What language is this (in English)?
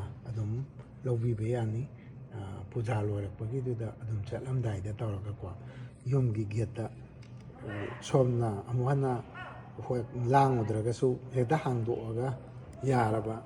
Manipuri